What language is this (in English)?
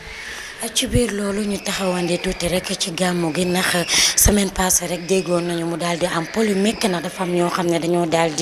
Wolof